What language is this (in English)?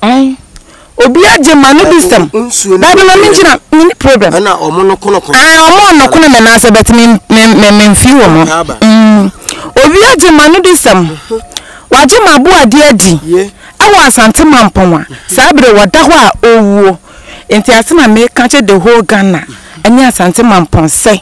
Akan